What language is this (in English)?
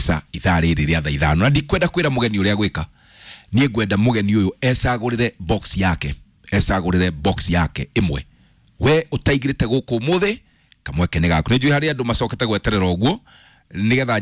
Kikuyu